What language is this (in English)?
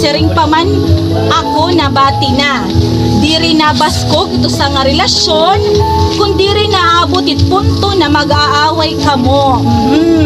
Waray